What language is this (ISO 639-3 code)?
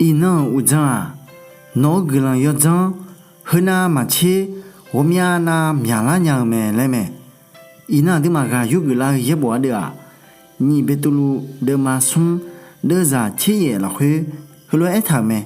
ahk